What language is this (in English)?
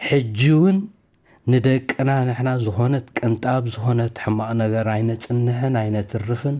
Tigrinya